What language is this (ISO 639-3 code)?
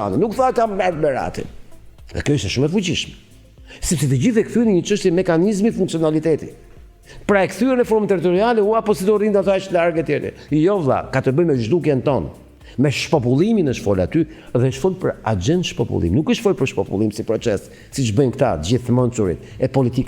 sqi